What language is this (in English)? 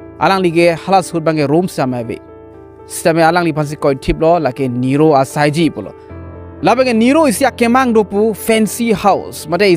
Karbi